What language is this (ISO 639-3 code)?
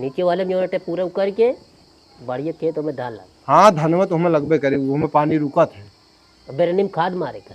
awa